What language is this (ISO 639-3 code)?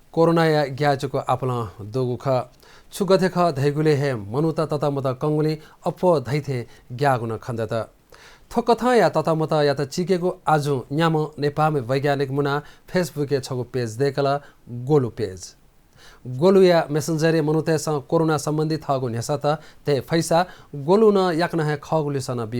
new